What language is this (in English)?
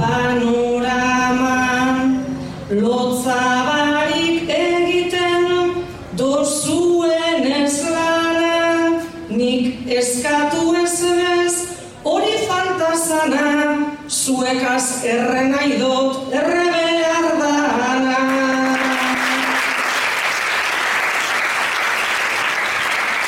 Basque